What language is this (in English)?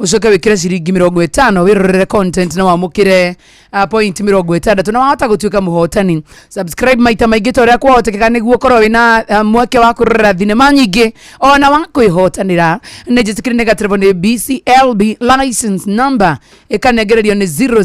Kikuyu